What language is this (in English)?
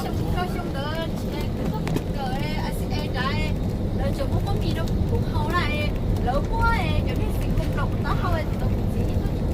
Hmong